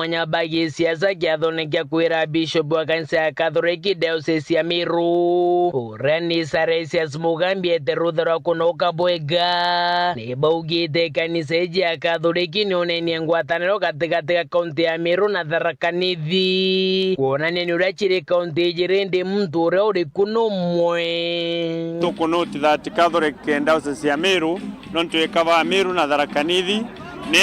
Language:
Meru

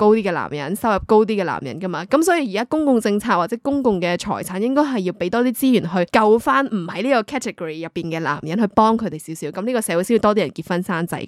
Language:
Cantonese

